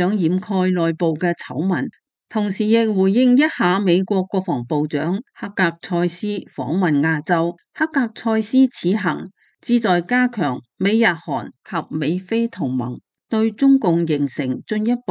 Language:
Cantonese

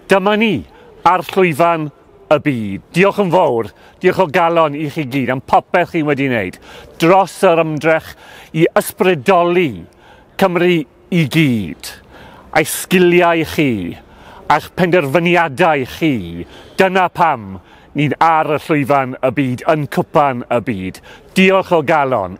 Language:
Welsh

